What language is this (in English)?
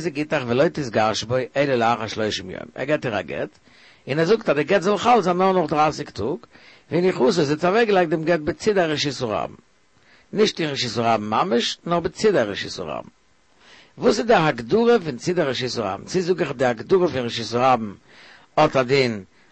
Yiddish